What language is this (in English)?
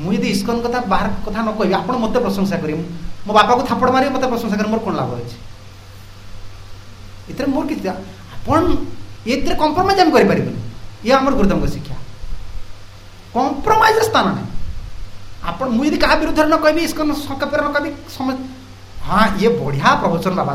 Odia